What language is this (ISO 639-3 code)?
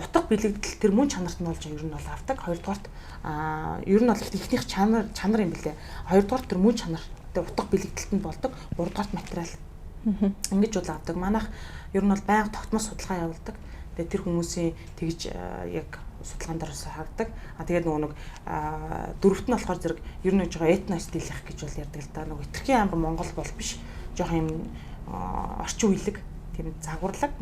mon